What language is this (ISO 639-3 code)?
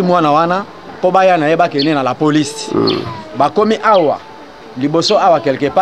lin